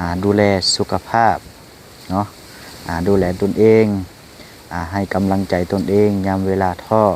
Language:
Lao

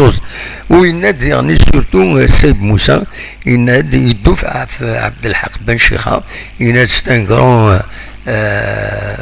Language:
Kabyle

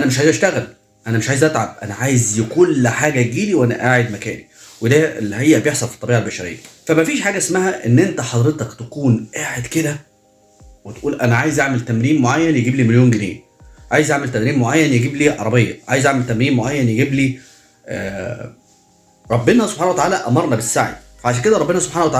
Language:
Egyptian Arabic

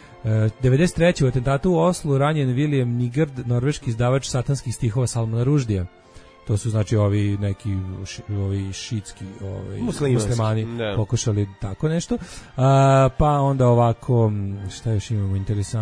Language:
Serbian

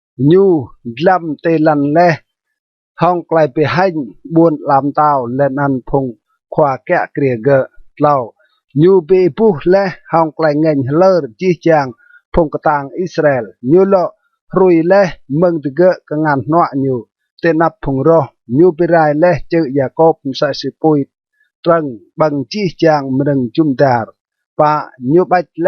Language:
Rade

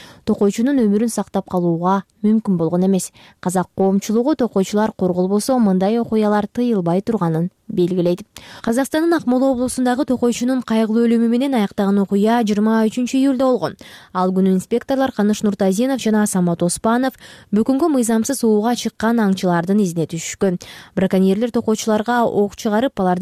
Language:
Kyrgyz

